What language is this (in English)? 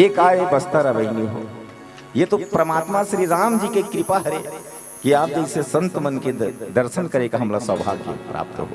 Chhattisgarhi